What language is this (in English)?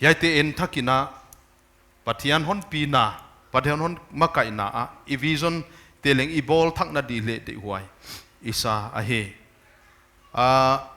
Paite Chin